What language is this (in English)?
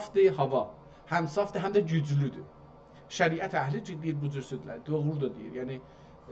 South Azerbaijani